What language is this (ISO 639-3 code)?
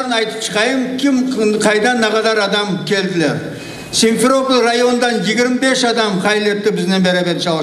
crh